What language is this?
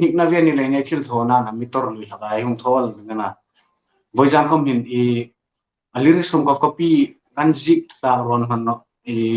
Hmar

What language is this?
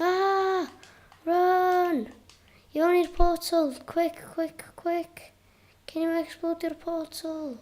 Welsh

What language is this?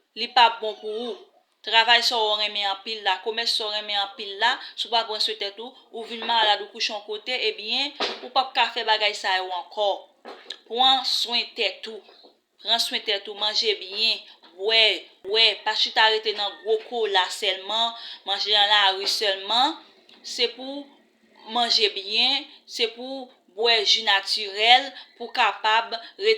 Haitian Creole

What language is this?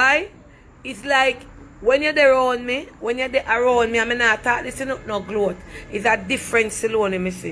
Jamaican Creole English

